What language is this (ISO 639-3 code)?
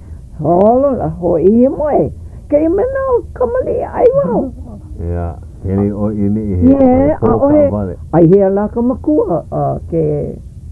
haw